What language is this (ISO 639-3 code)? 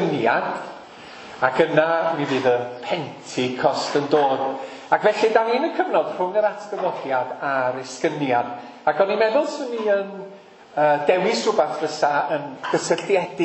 cym